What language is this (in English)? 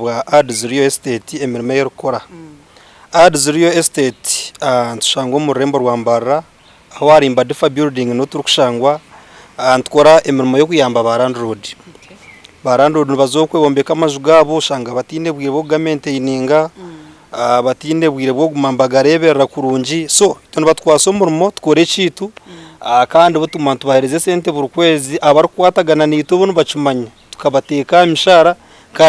Nyankole